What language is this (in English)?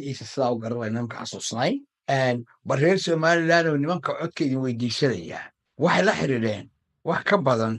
Somali